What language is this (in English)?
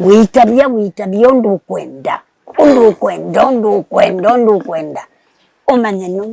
Kamba